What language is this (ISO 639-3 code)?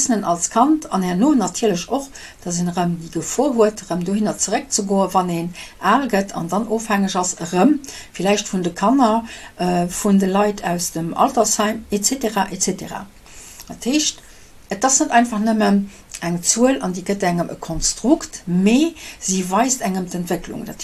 ltz